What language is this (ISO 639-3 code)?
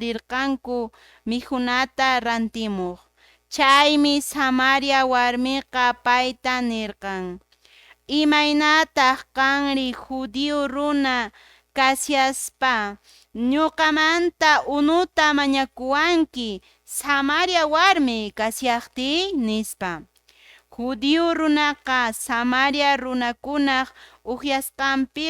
que